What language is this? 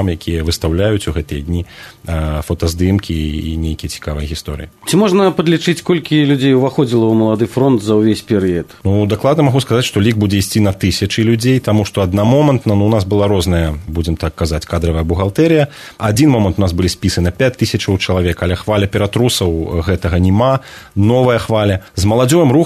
Belarusian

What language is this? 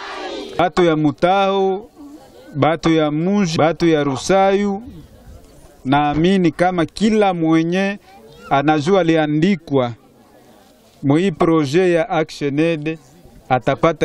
Swahili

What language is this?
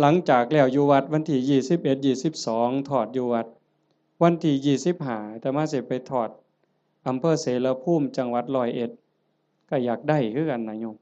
Northeastern Thai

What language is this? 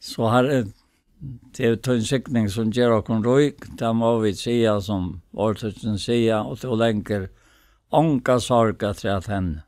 Faroese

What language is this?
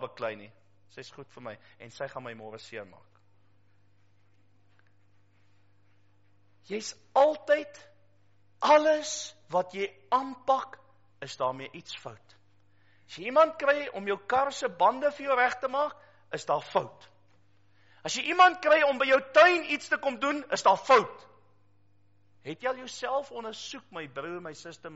Afrikaans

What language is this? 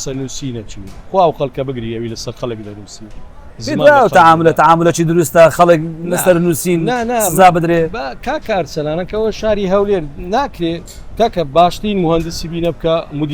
Central Kurdish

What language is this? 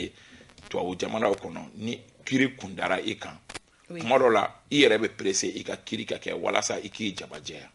Bambara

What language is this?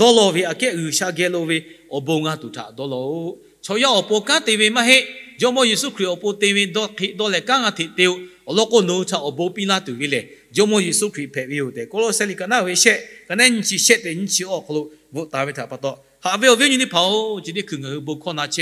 Lahu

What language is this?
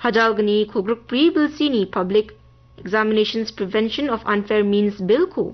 Garo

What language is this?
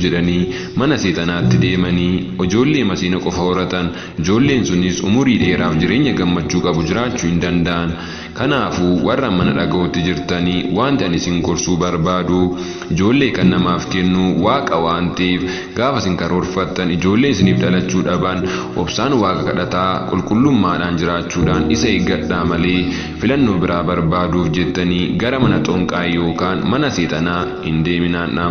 Oromo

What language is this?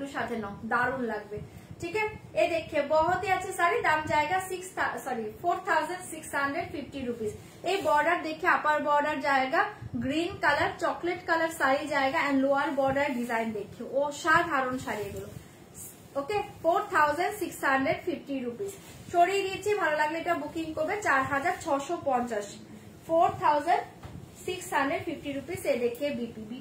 Bangla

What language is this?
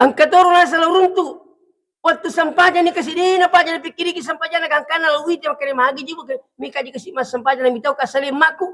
Buginese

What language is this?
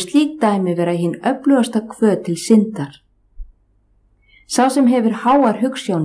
Icelandic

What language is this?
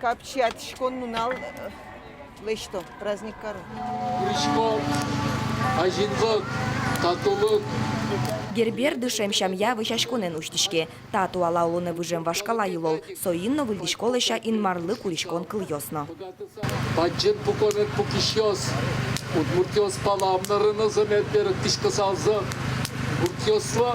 Udmurt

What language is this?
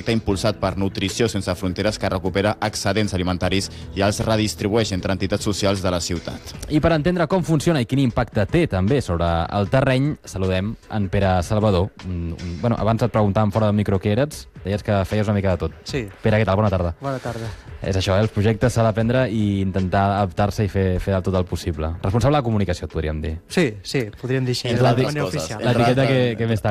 Catalan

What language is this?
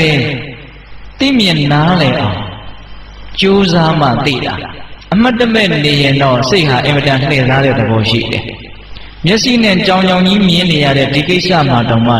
Burmese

